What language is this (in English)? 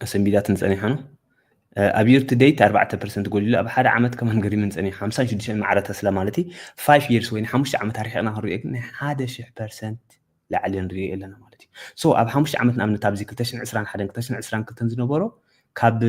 Tigrinya